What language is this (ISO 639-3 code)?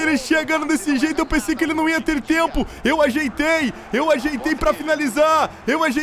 por